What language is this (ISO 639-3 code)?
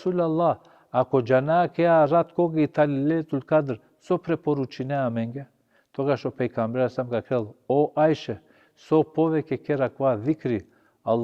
rmn